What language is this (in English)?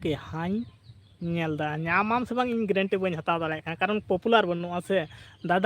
Santali